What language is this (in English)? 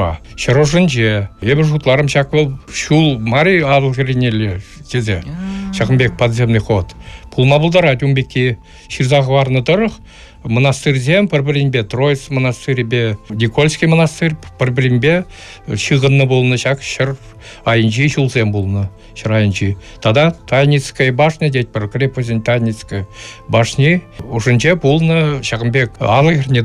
Chuvash